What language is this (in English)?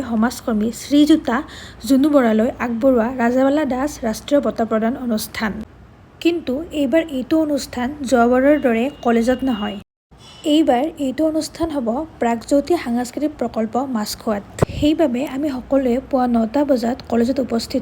Assamese